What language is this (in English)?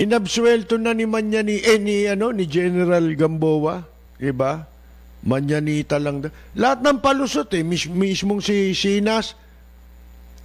Filipino